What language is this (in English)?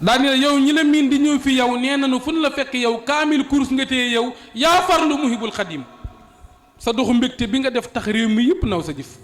Wolof